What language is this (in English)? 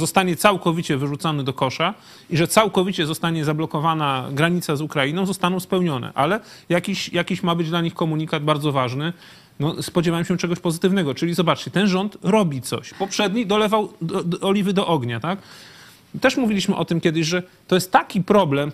Polish